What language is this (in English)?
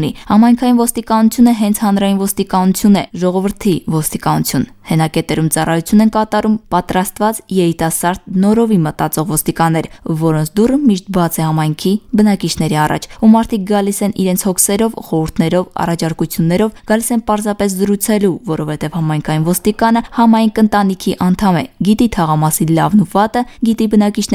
Armenian